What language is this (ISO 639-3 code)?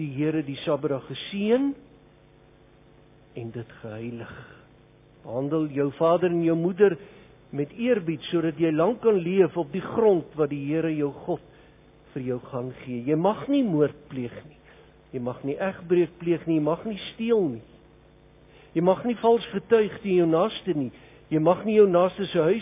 afr